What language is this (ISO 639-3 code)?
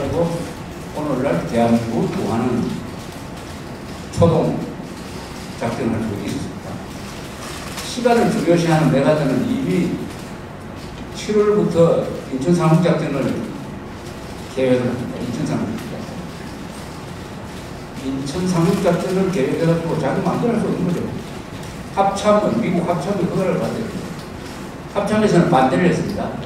kor